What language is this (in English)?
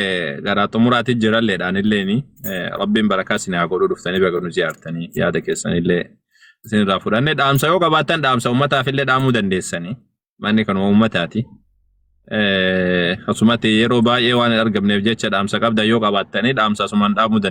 Oromo